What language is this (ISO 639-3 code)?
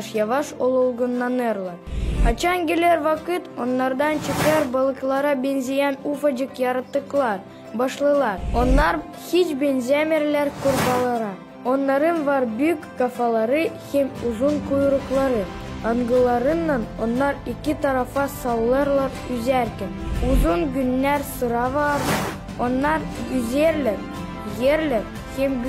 gag